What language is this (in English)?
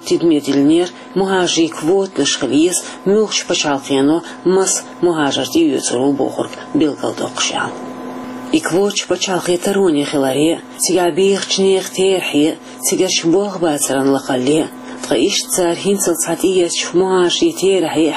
Chechen